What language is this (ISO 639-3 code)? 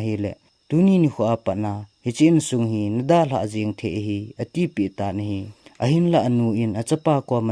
tcz